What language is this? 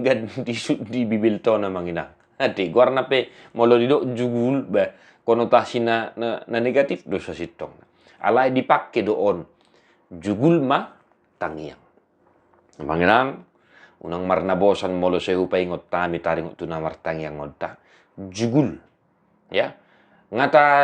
Batak Toba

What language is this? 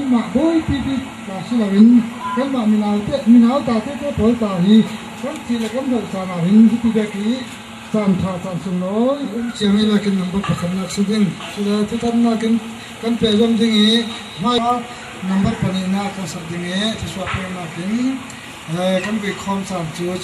Falam Chin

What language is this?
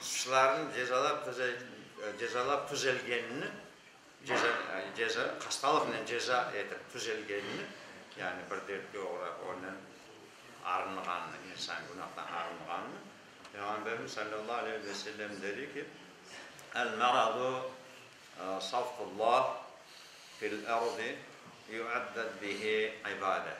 Crimean Tatar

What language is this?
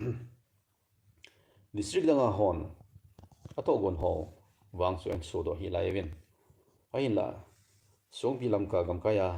Thado Chin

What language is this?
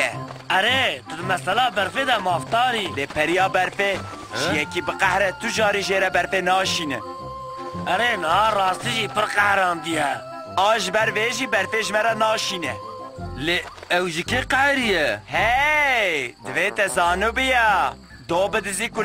Kurdish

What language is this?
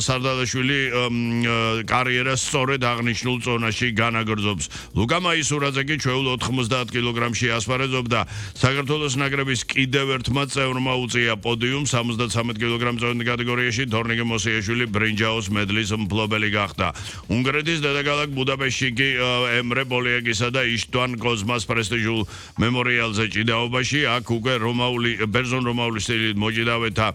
Georgian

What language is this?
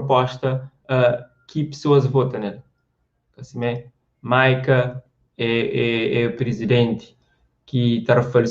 Kabuverdianu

